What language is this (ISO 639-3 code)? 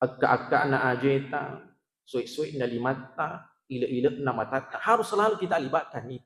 bug